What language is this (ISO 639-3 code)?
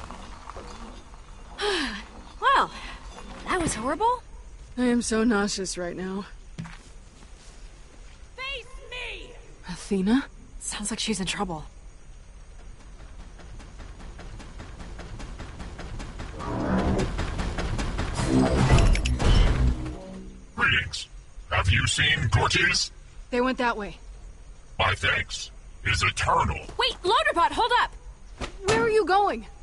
eng